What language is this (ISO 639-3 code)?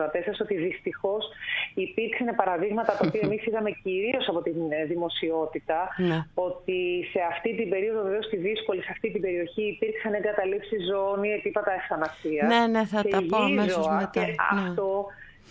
ell